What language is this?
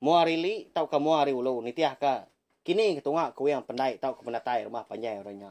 Iban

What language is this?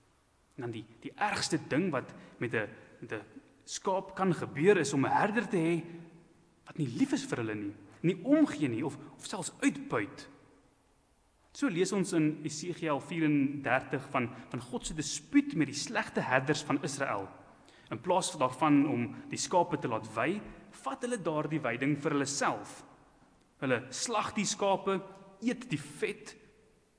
Afrikaans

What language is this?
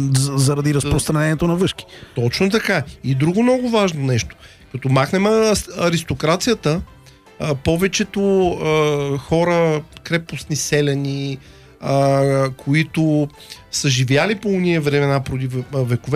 Bulgarian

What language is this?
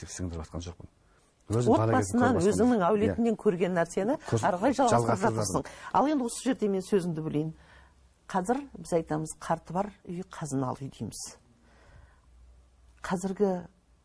Kazakh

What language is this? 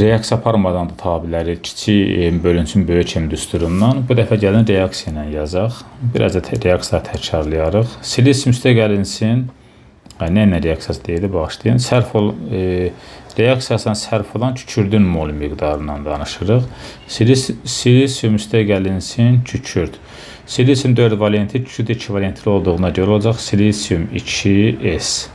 Azerbaijani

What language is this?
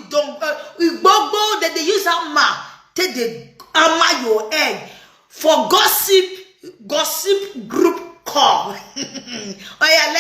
Nigerian Pidgin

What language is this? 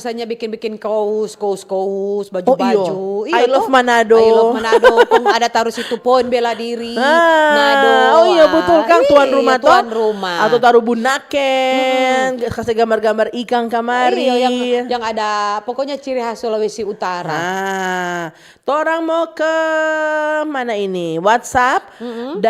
Manado Malay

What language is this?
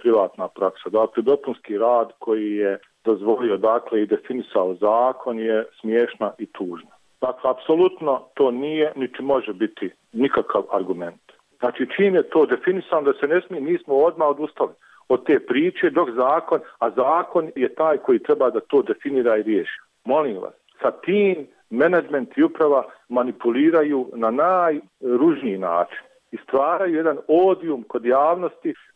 Bosnian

